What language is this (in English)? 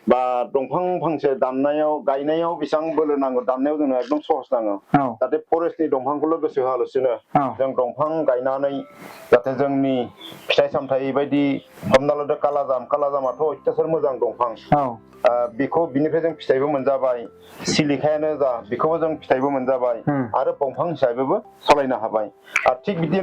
Bodo